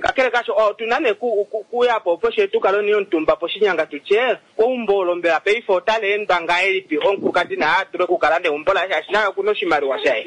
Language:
Kuanyama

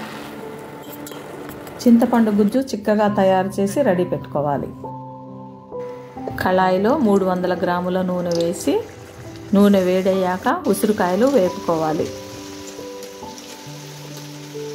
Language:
Telugu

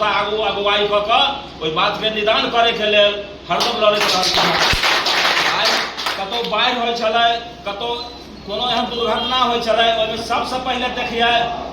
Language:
Maithili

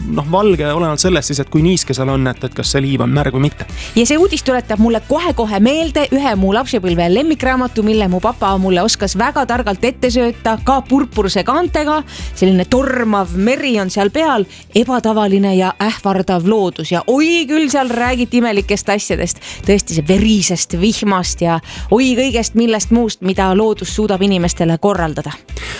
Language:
Estonian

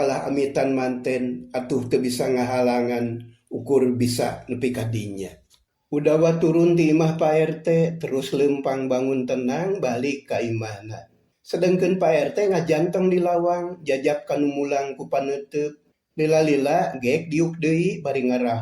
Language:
Sundanese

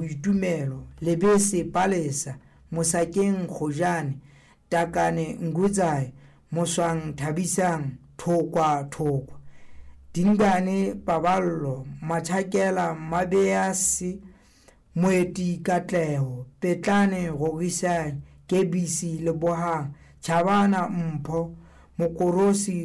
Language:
Southern Sotho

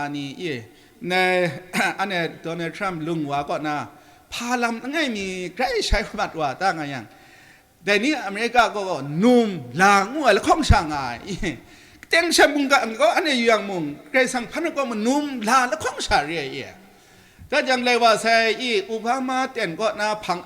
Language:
Kachin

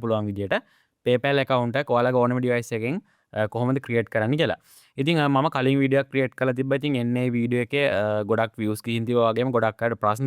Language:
Sinhala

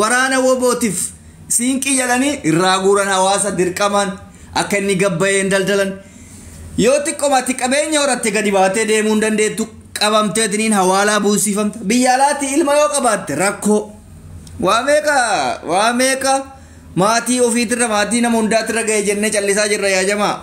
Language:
Oromo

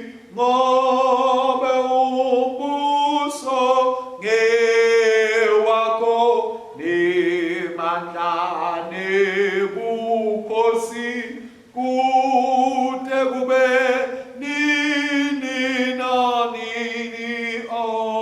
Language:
Swati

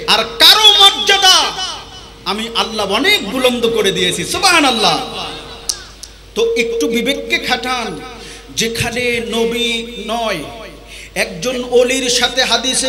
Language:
Bangla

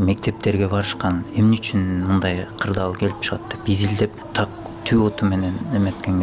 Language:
Kyrgyz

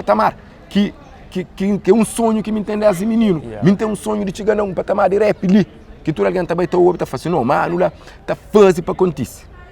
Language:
Kabuverdianu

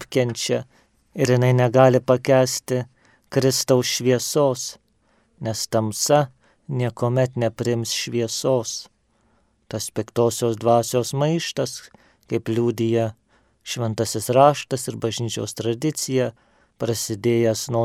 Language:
Lithuanian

